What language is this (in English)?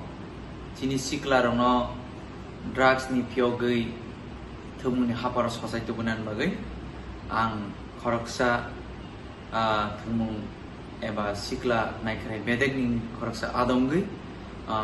Kok Borok